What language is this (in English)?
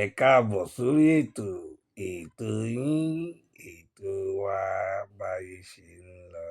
Yoruba